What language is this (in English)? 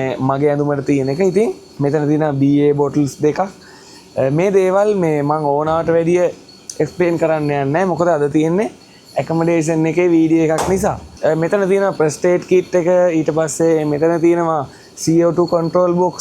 Sinhala